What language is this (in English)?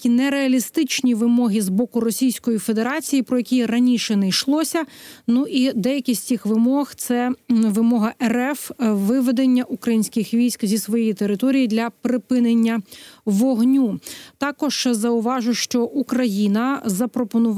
Ukrainian